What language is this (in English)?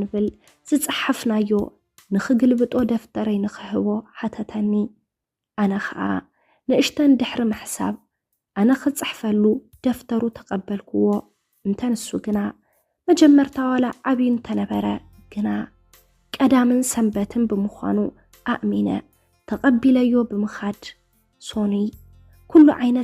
Tigrinya